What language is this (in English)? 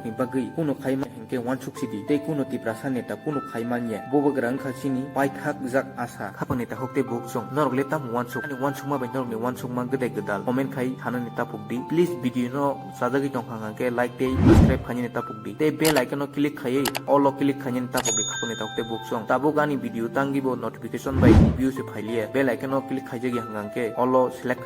Kok Borok